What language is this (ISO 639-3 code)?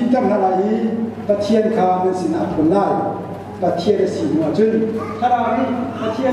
cnh